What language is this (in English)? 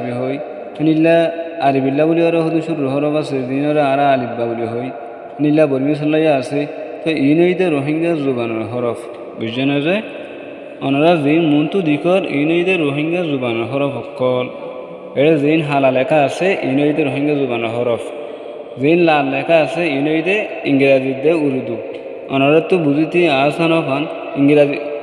Rohingya